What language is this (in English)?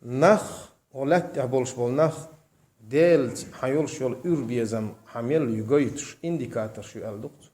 Chechen